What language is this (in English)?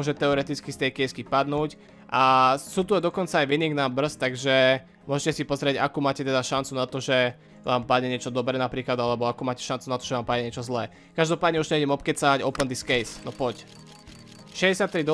Slovak